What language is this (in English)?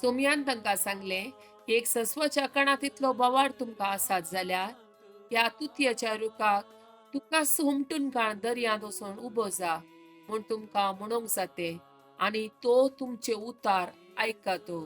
Konkani